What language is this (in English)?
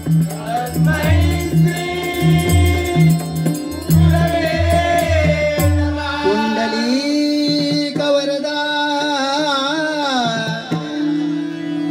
Marathi